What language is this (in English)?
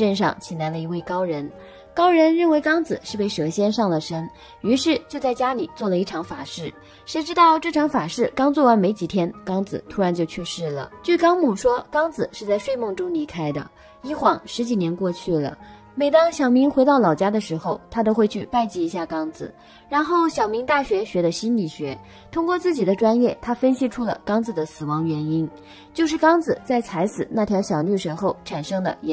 Chinese